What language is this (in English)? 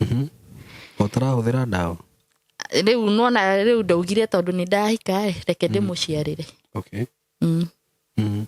Kikuyu